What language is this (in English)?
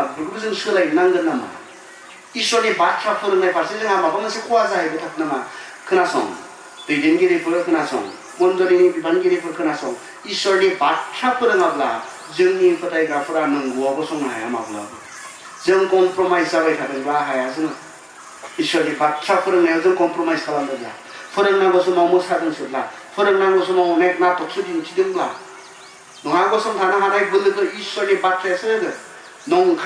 Bodo